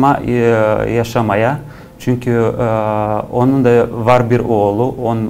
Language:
Gagauz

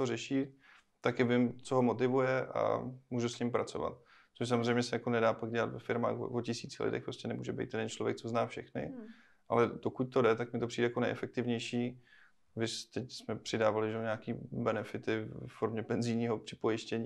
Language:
Czech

